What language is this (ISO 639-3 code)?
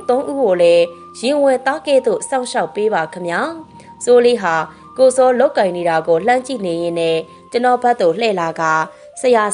mya